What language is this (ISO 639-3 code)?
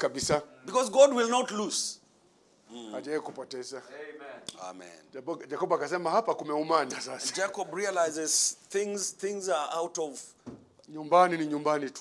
swa